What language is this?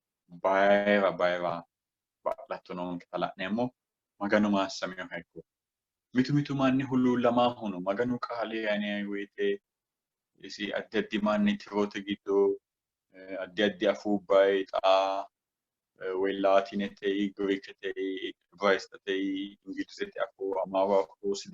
Sidamo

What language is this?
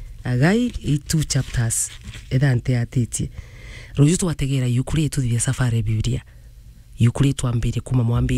Meru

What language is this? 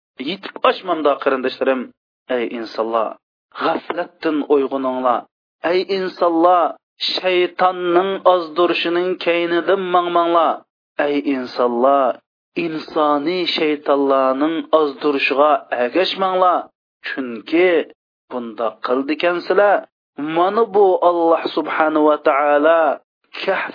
Uyghur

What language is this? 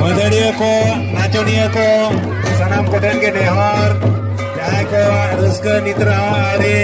Santali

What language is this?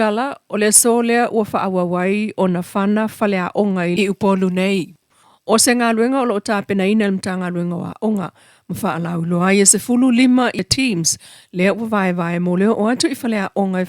Samoan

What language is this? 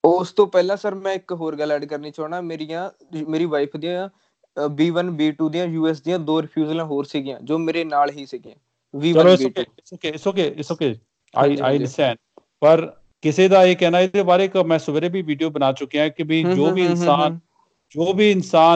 Punjabi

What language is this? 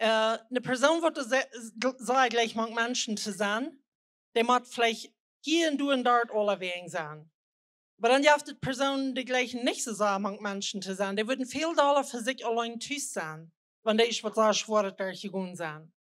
Plautdietsch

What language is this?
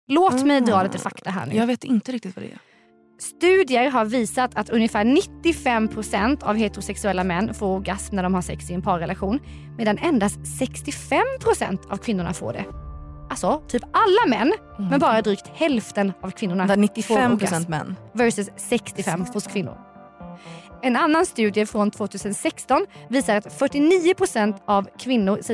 Swedish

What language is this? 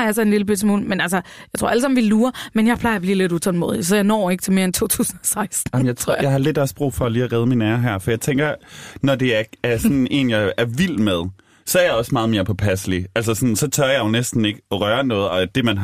Danish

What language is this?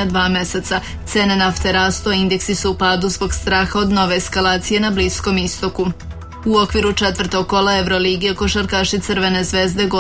Serbian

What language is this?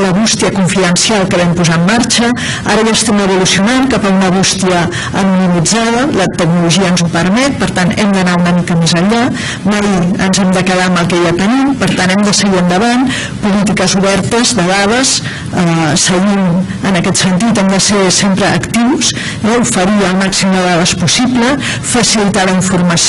Catalan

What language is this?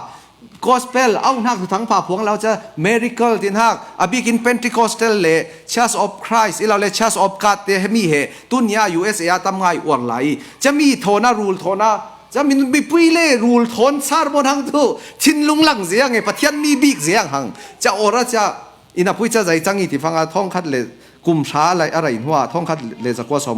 Falam Chin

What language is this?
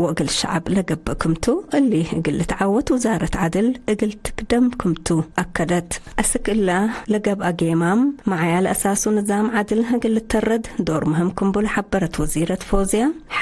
Tigre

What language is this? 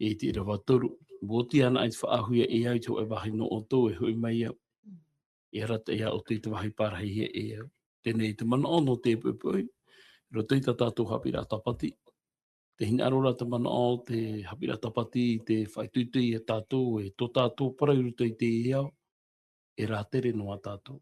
Tahitian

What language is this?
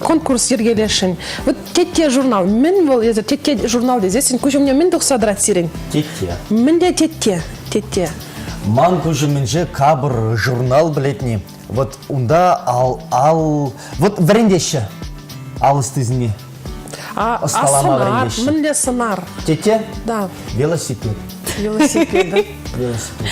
Chuvash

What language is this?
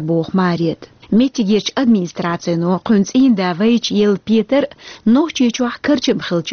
Chechen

